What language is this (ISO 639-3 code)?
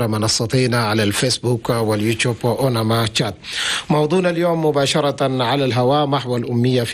shu